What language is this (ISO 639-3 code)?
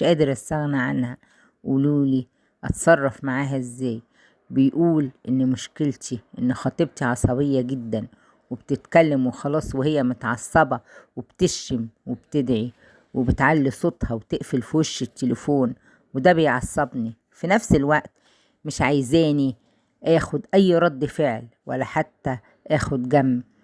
arz